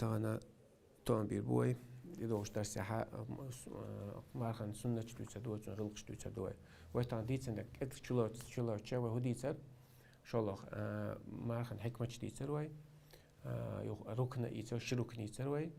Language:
Chechen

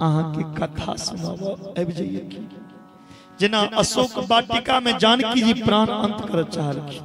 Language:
Maithili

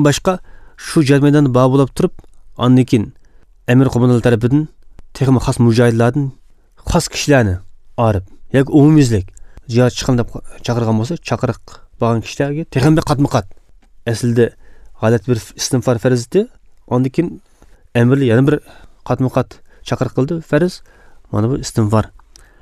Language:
Uyghur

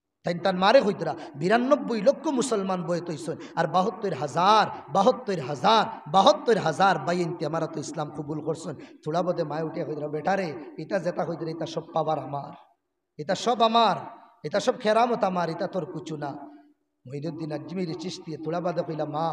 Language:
Sylheti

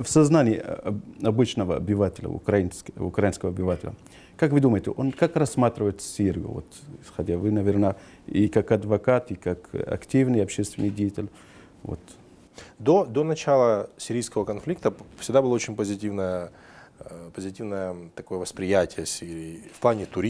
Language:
Russian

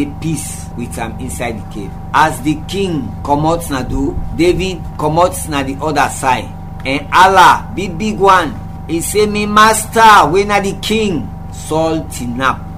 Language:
Krio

